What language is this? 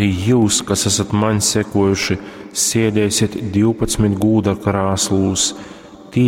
Latgalian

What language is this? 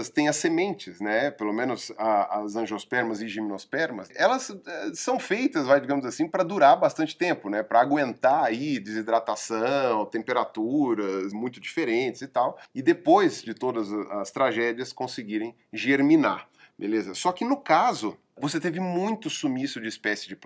Portuguese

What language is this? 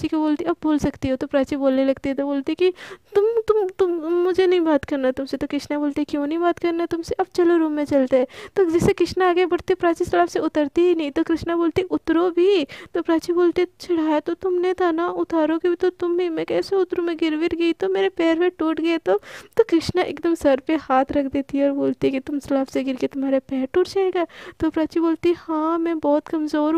Hindi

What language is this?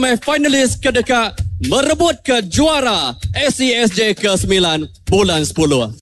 Iban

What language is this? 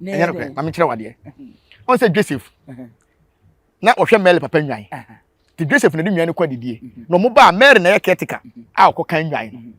Akan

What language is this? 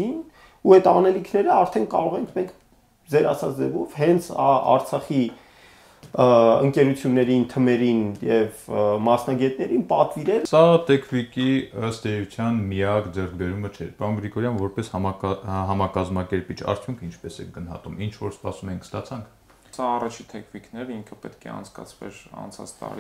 Armenian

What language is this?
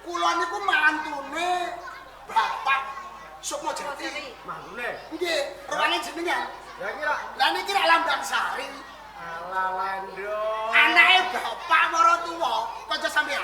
Javanese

